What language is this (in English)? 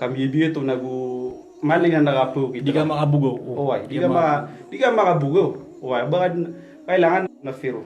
Maranao